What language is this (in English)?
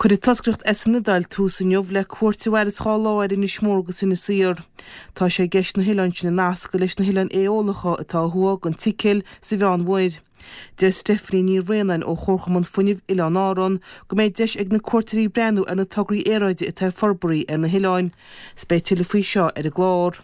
Irish